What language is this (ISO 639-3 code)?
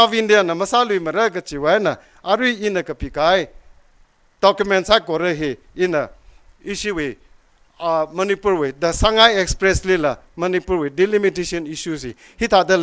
nmf